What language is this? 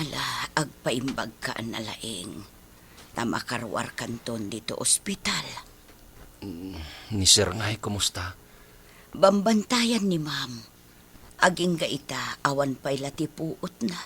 Iloko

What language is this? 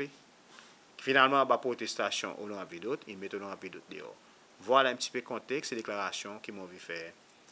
Seselwa Creole French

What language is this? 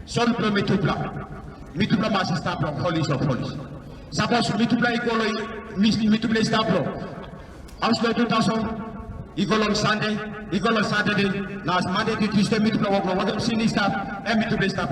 Tok Pisin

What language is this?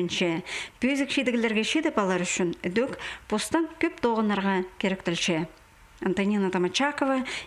Khakas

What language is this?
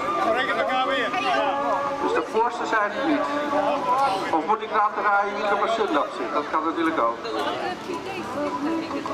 Dutch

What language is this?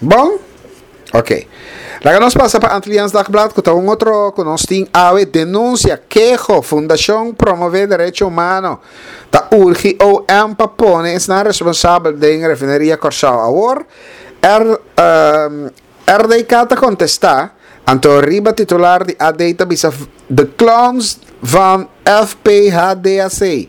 Papiamento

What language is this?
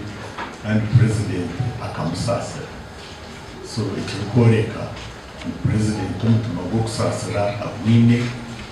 Nyankole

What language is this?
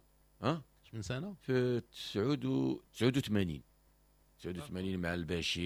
Moroccan Arabic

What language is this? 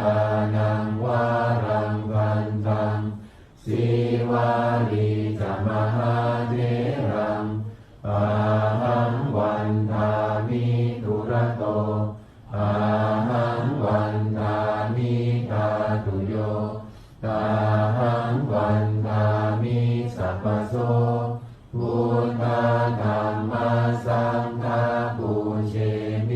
Pali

